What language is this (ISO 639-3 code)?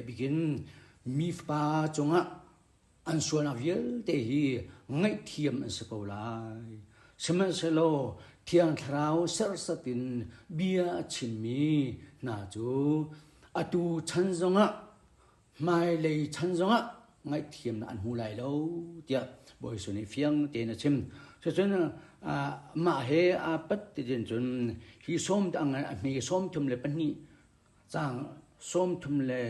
cnh